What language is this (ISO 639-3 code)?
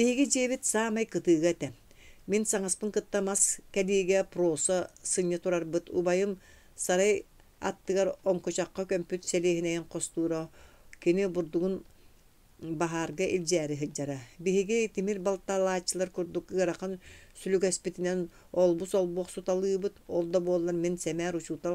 sah